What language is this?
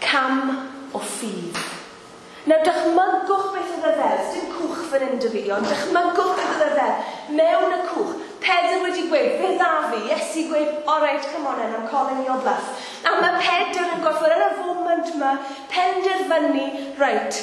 Welsh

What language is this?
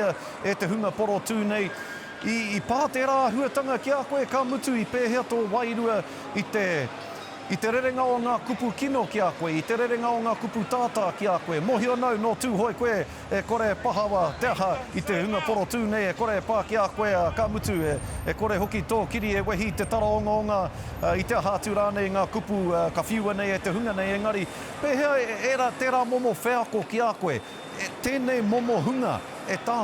Māori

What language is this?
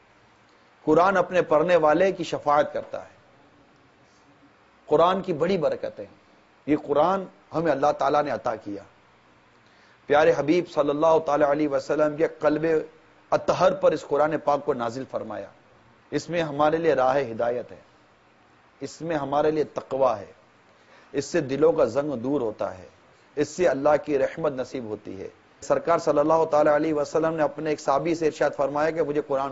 Urdu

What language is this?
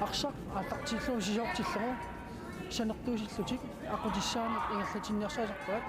Kalaallisut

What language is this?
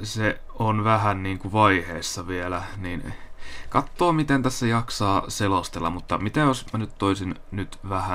Finnish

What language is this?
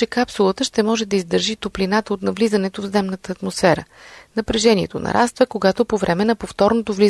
Bulgarian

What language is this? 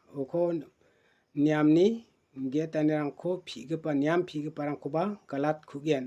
Garo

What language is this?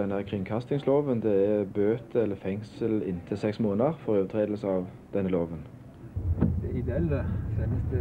Norwegian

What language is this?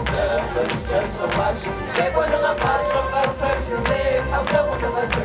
Kabardian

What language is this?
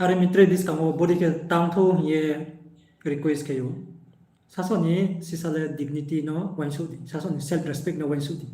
Riang (India)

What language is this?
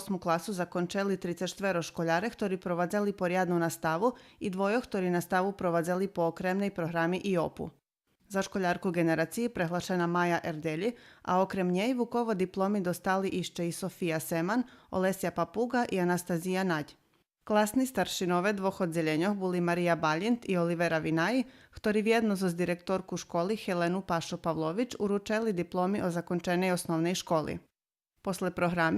Rusyn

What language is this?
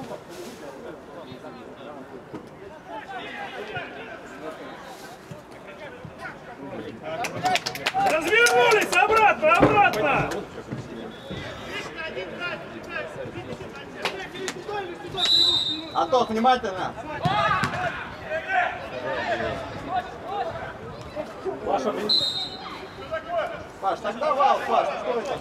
Russian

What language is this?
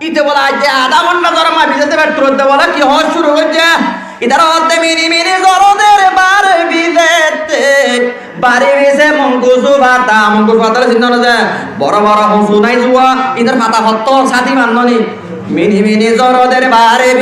Rohingya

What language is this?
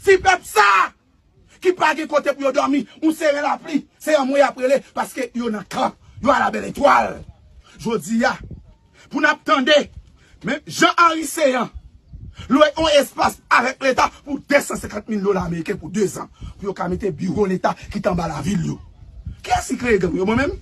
Haitian Creole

